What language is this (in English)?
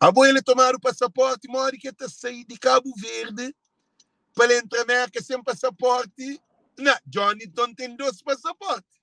Kabuverdianu